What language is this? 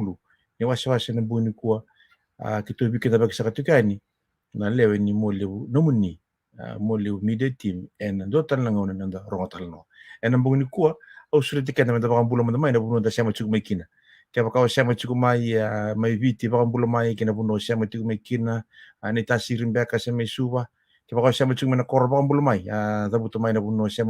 Fijian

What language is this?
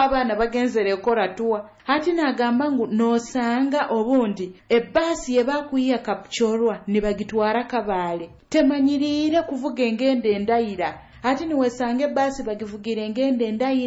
Nyoro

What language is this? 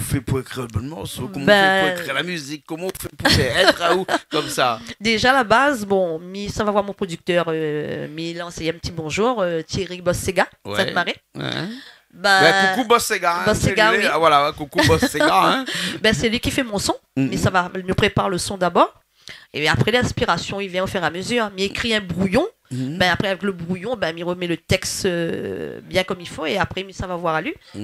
Réunion Creole French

